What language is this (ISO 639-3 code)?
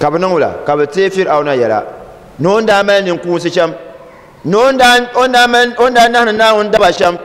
dag